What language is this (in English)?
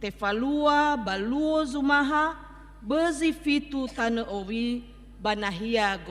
Nias